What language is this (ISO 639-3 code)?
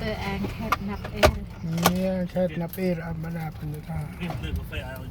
cmo